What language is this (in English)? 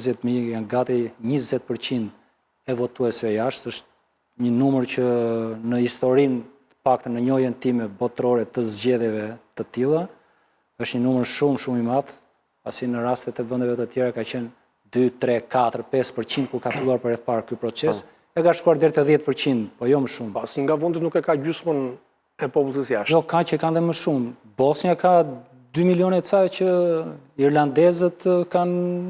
Albanian